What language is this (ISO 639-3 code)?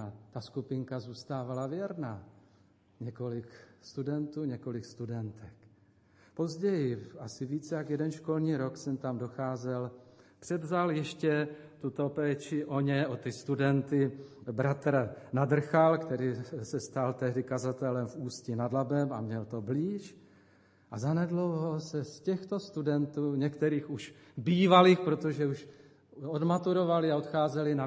ces